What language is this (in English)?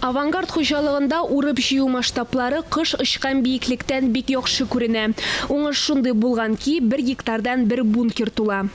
Tatar